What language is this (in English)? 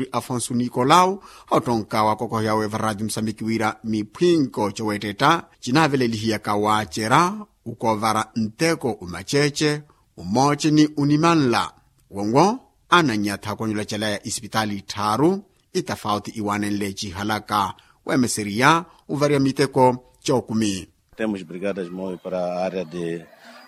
Makhuwa